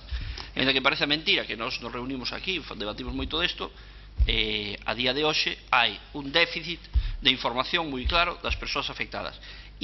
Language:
Galician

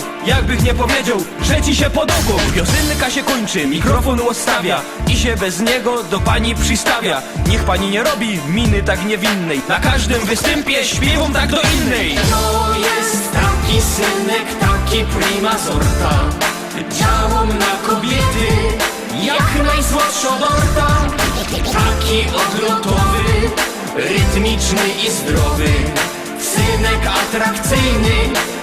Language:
Silesian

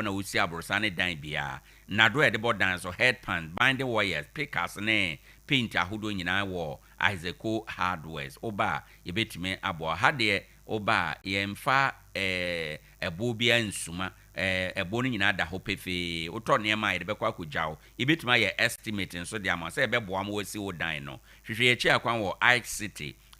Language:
Akan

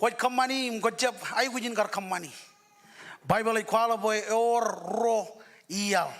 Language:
Marshallese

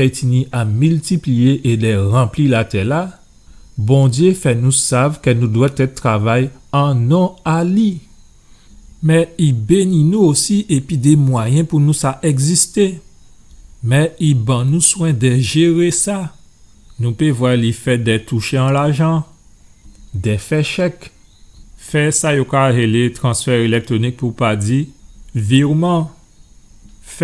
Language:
Guadeloupean Creole French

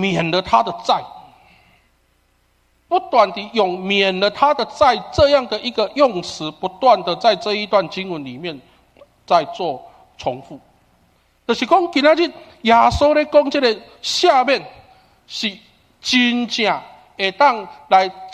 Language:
Min Nan Chinese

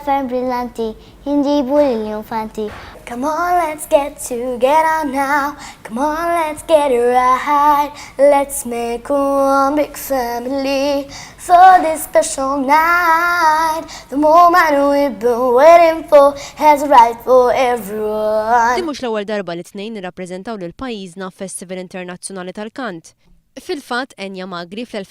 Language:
Maltese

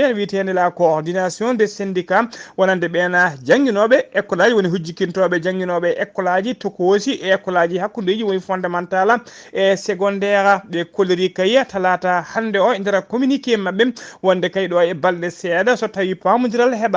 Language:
Fula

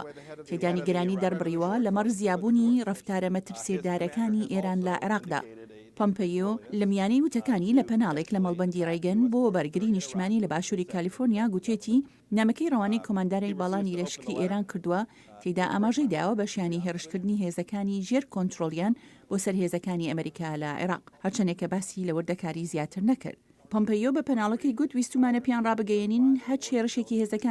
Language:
Central Kurdish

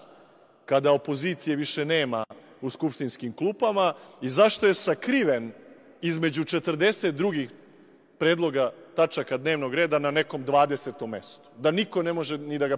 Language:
Serbian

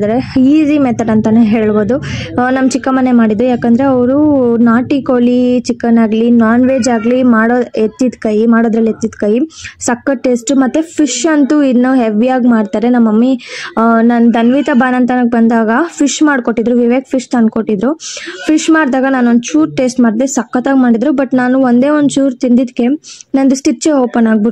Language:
Kannada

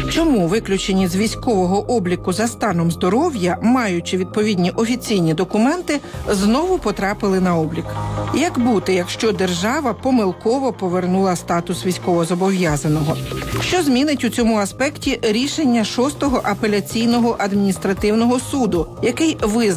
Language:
Ukrainian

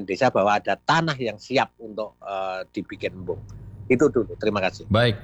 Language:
Indonesian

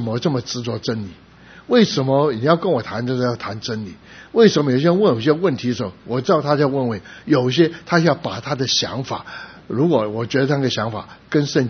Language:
Chinese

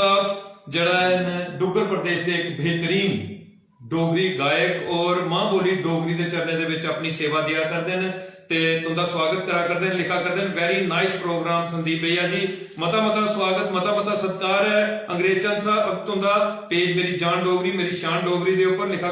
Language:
Dogri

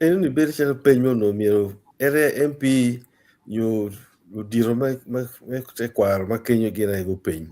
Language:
Acoli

